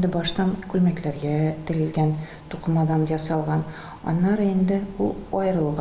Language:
Tatar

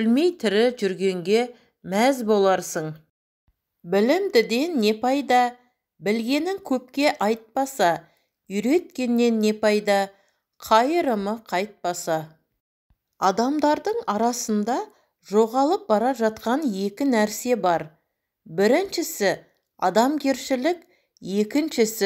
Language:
Kazakh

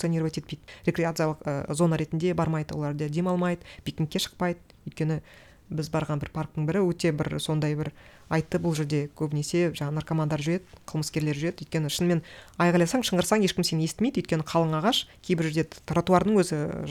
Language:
Kazakh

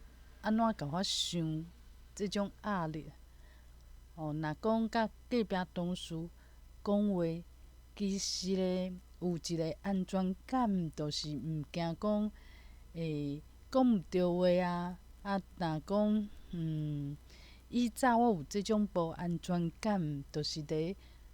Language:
Min Nan Chinese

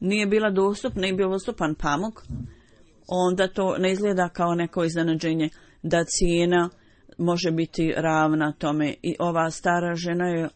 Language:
Bosnian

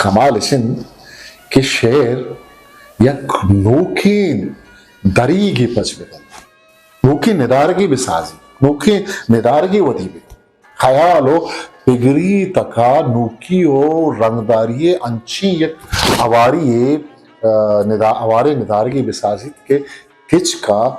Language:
Eastern Balochi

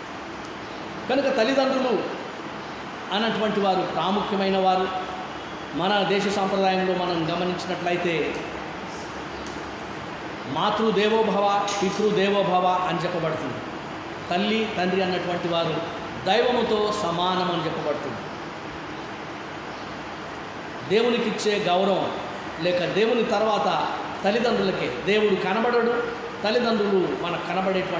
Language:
Telugu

